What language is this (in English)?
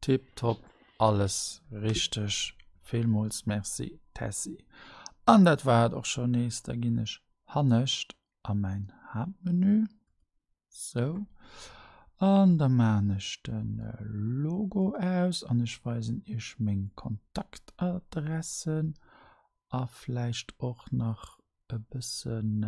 Luxembourgish